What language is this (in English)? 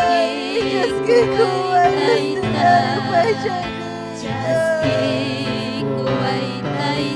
Ayacucho Quechua